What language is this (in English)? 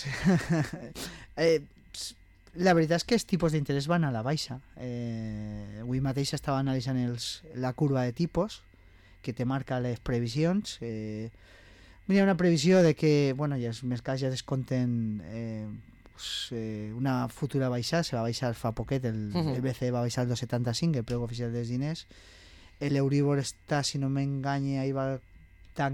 Catalan